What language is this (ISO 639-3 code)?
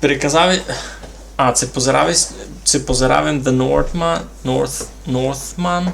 rue